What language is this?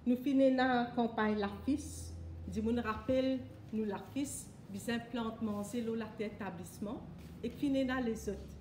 Morisyen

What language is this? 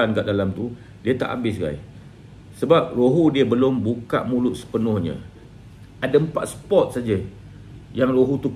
Malay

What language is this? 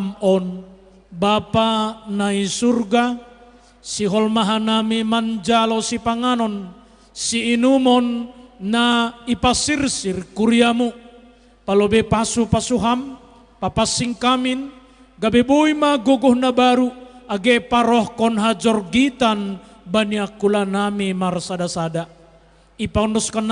Batak Simalungun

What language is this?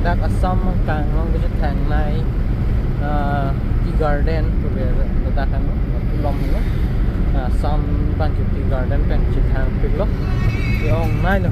Karbi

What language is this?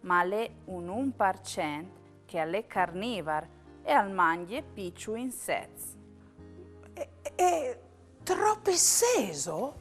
Friulian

